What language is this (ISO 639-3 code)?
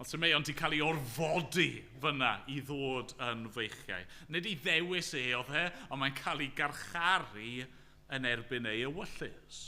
cym